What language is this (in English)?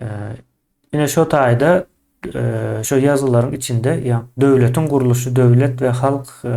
Turkmen